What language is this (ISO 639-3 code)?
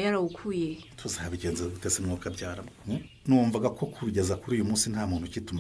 run